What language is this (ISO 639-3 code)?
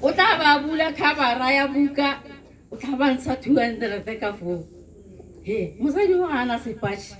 tsn